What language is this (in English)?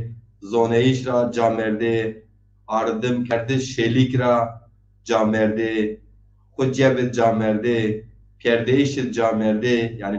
Zaza